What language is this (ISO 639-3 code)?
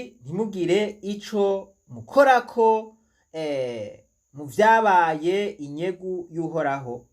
run